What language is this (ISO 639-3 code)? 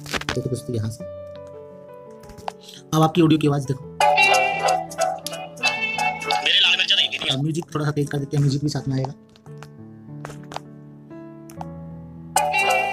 hin